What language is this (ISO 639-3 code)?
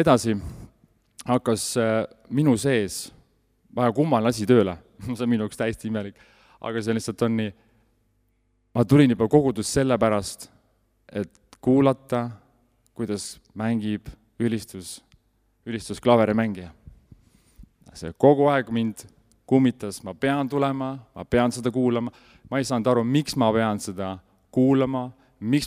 est